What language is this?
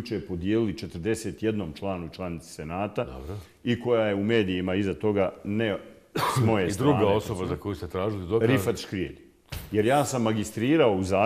Bosnian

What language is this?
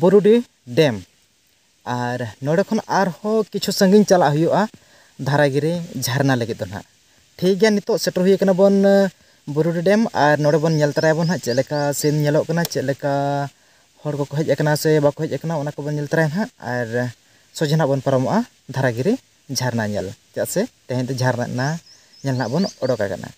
Santali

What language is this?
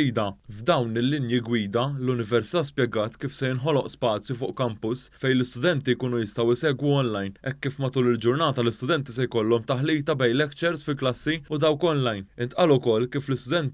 Maltese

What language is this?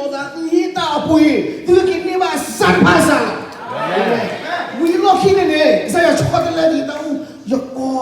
S'gaw Karen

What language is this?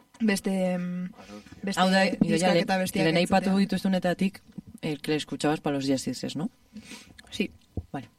Basque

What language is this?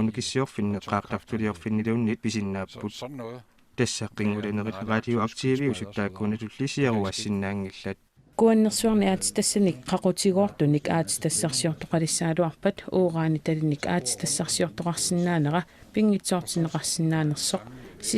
Kalaallisut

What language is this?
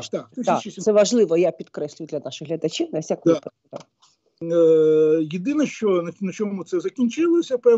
Ukrainian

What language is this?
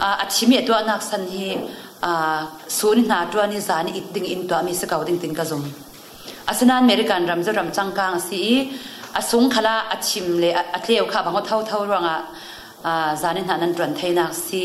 Falam Chin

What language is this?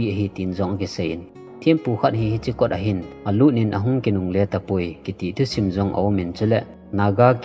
Thado Chin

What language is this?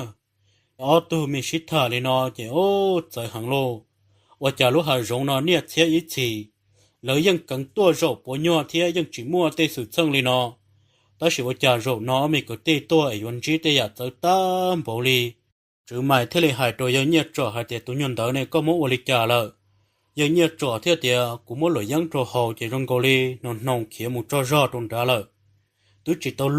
Hmong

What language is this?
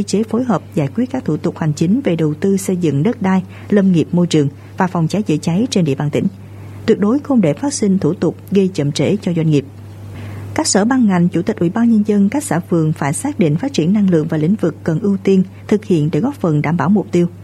Vietnamese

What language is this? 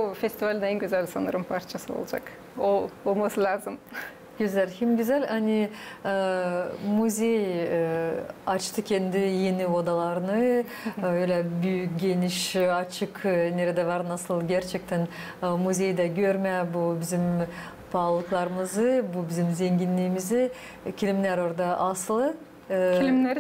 Gagauz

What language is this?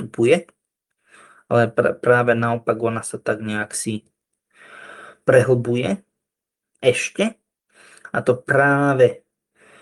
Slovak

